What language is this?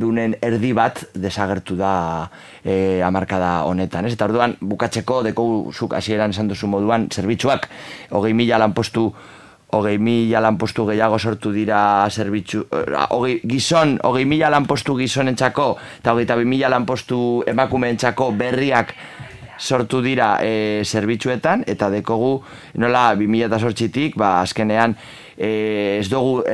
Basque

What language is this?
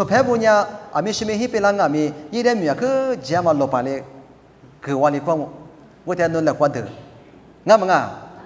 Lisu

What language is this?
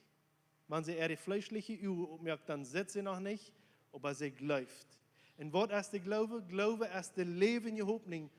Plautdietsch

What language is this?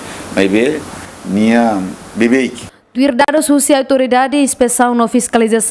Tetum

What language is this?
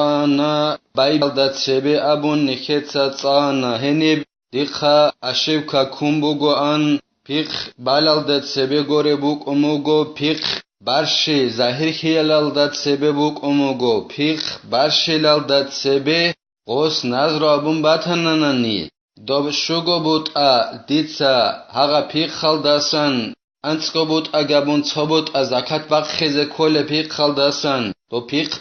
Avaric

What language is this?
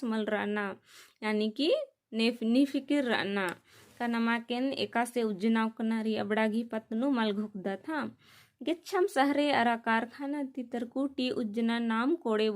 Kurukh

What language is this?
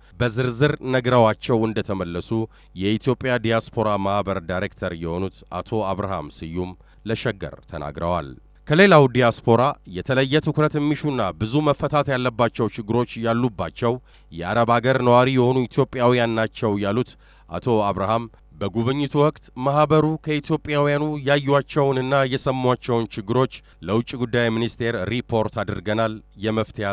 Amharic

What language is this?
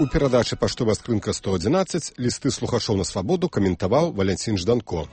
Belarusian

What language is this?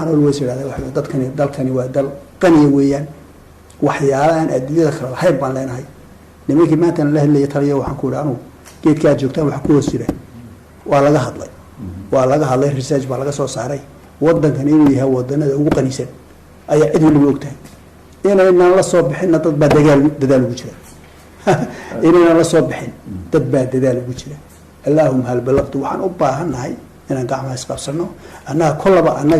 Somali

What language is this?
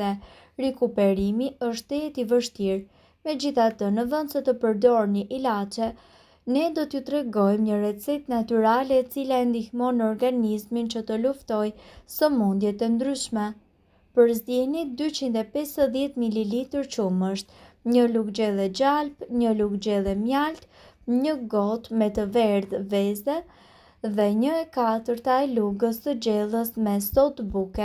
Albanian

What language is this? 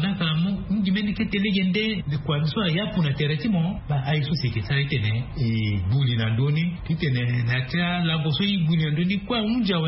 Sango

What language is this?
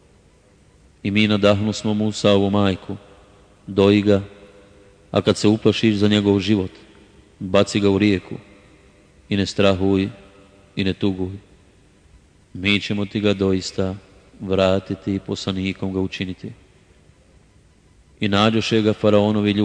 Bosnian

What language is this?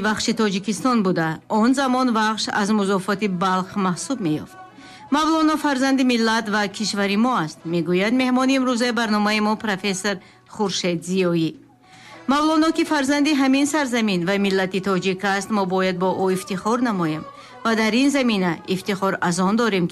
Tajik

